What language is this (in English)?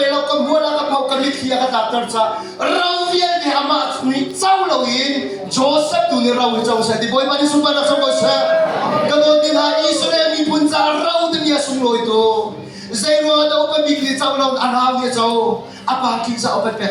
Hakha Chin